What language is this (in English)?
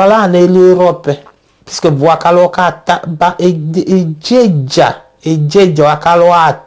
Tetela